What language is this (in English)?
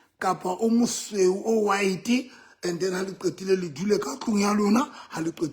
Southern Sotho